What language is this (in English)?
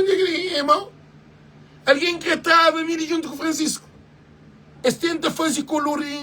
Kabuverdianu